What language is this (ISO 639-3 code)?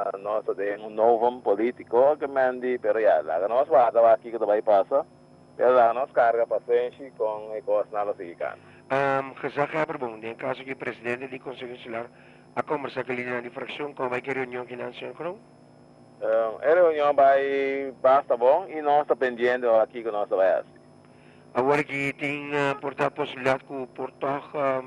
pap